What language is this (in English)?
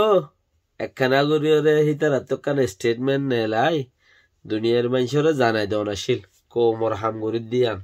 Rohingya